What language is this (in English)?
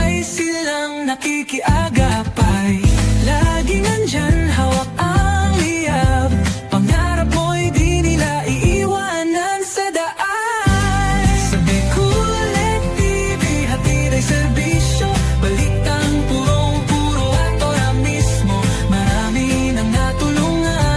Bikol